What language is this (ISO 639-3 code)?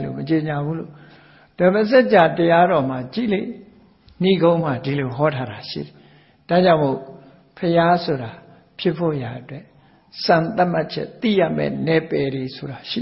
mya